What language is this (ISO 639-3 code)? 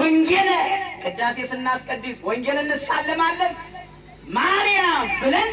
amh